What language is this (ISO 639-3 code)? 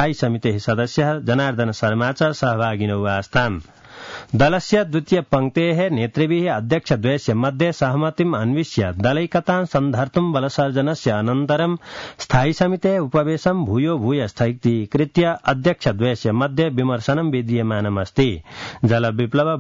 san